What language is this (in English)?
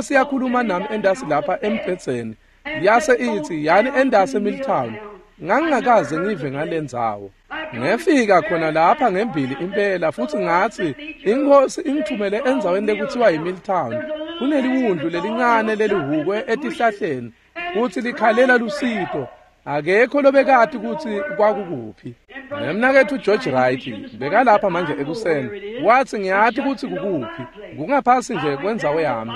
Swati